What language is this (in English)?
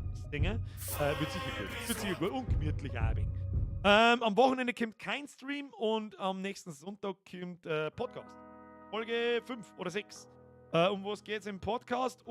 Bavarian